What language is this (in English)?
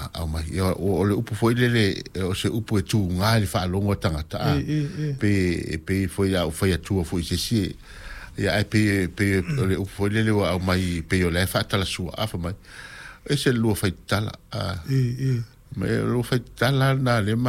Samoan